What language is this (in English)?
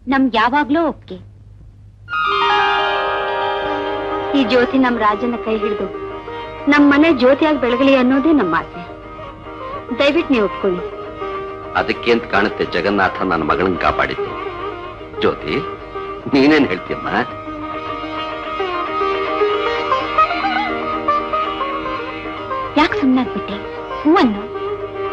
Kannada